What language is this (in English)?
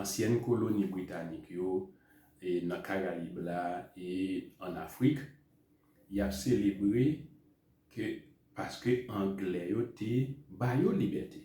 Haitian Creole